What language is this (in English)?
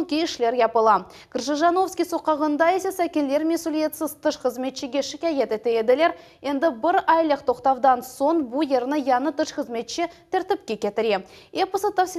Crimean Tatar